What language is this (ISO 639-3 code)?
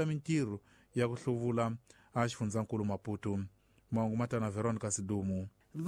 tso